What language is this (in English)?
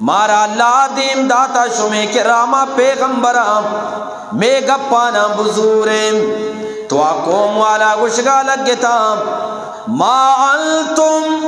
Eastern Balochi